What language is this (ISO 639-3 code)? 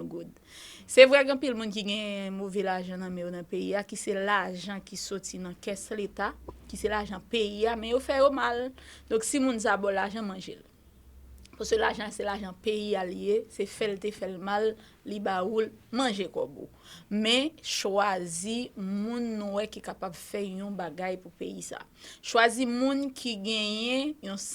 hat